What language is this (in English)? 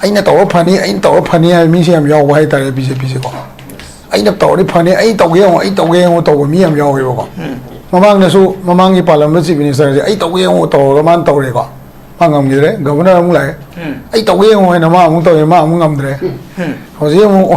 Manipuri